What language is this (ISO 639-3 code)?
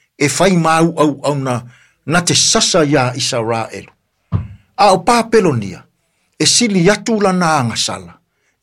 smo